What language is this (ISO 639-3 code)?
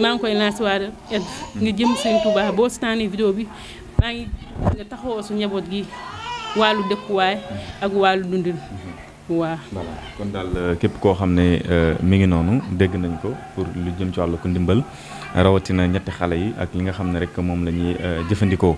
wol